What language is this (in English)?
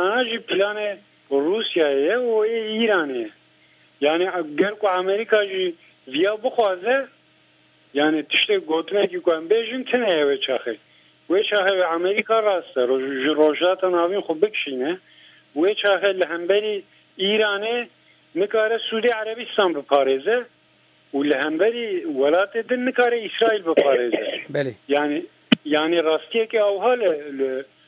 Kurdish